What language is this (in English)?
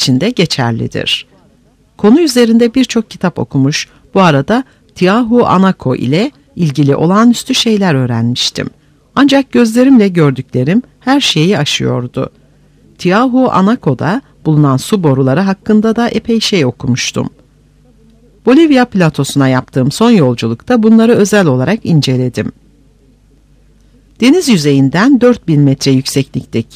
Turkish